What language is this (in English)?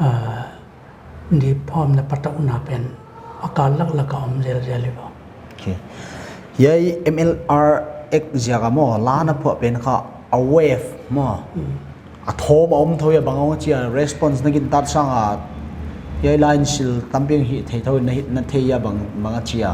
Paite Chin